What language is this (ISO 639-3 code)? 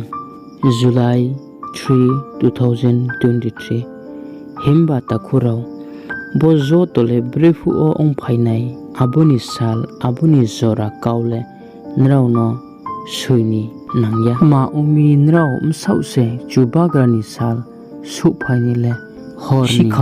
ria